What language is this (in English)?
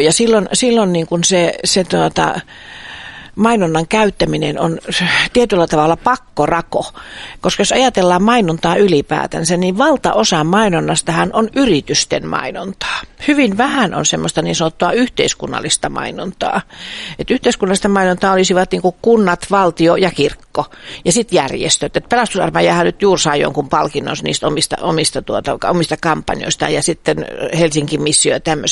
Finnish